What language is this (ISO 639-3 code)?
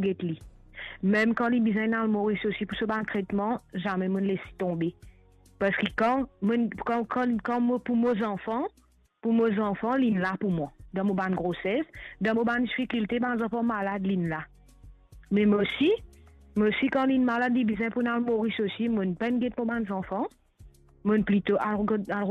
mfe